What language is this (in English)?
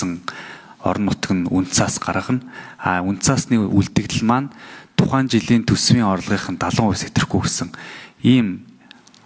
Mongolian